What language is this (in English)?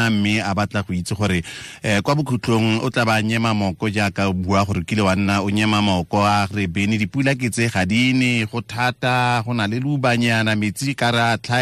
Tswana